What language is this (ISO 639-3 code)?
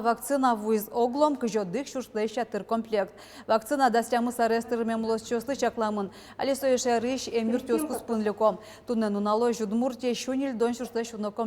udm